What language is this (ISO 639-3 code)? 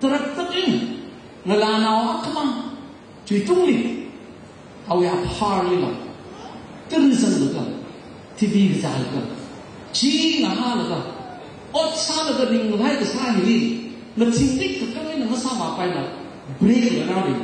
nmf